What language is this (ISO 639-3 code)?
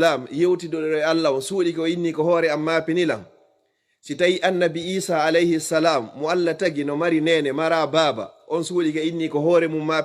ful